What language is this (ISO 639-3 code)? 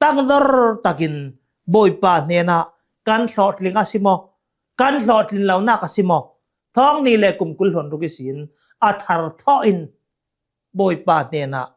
cnh